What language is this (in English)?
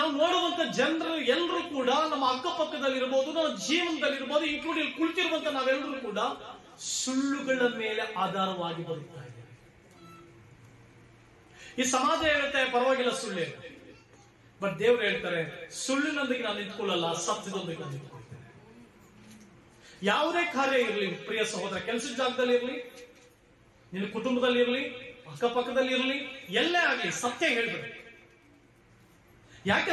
Kannada